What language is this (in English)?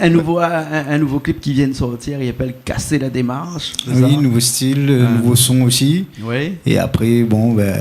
Réunion Creole French